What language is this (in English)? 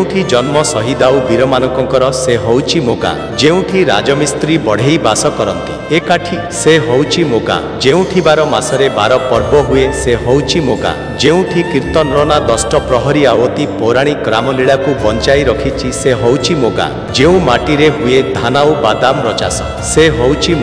Odia